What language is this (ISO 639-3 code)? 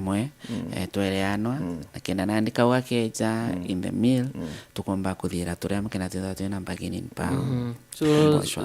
mer